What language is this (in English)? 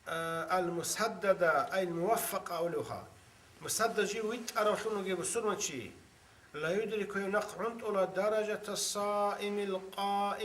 Avaric